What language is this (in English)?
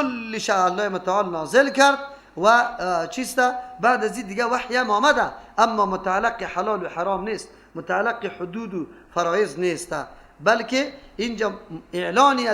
Persian